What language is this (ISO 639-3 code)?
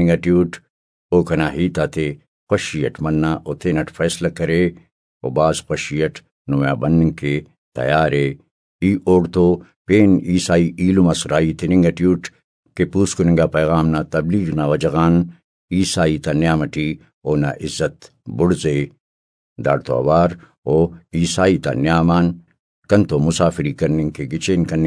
brh